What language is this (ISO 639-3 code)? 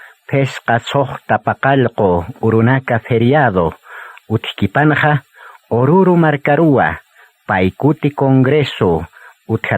aym